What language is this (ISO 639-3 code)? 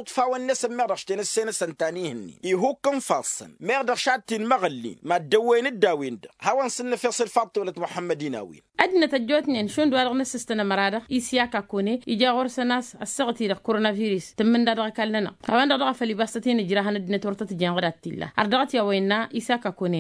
taq